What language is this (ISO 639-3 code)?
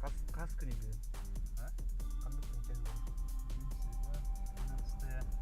sah